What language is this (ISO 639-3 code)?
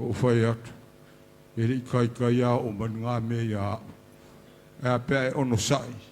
smo